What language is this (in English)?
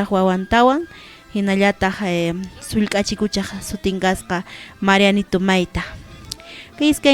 Quechua